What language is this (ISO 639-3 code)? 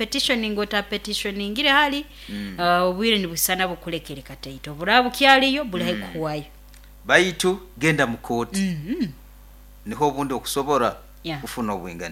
nyo